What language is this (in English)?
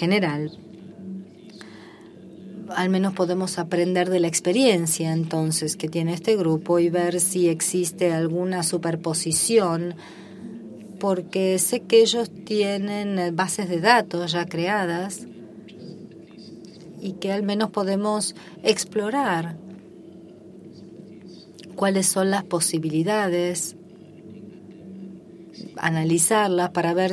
Spanish